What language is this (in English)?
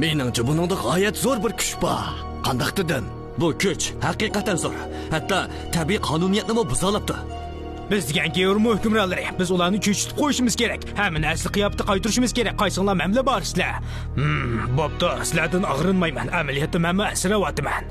Uyghur